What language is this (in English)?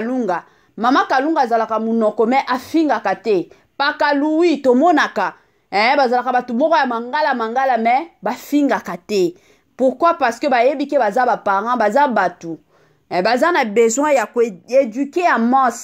Lingala